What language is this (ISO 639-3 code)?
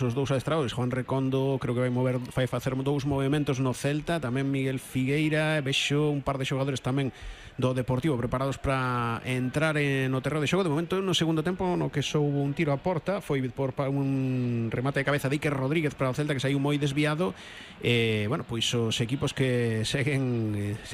glg